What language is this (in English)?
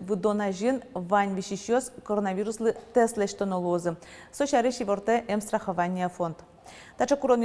Udmurt